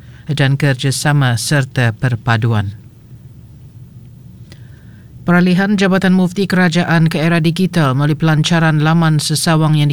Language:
Malay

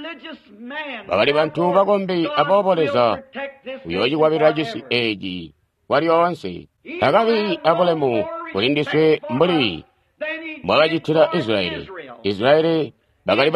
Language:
Tonga (Zambia)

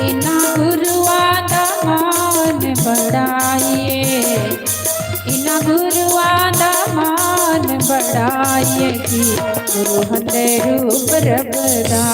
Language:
Dogri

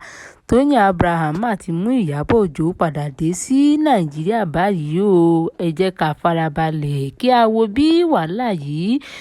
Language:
Yoruba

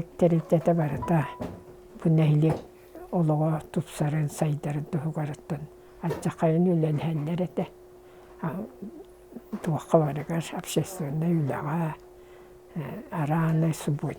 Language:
Yakut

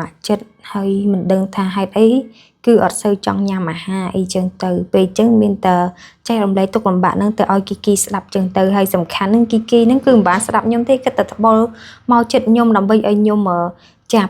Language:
Khmer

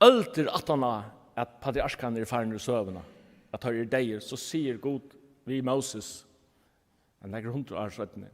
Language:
Faroese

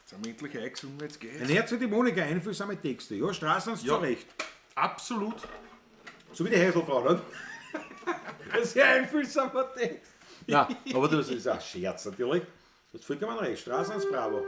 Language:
Bavarian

